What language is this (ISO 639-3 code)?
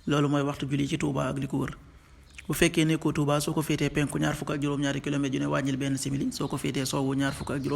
wol